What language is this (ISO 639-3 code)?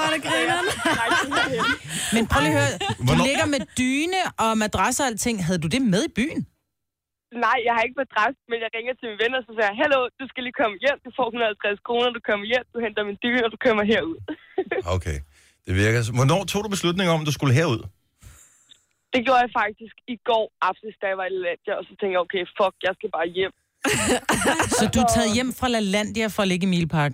dan